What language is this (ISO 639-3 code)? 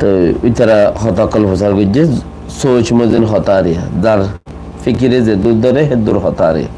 rhg